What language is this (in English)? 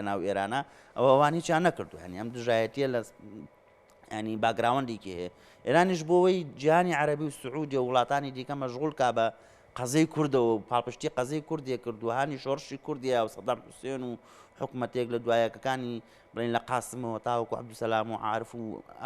Central Kurdish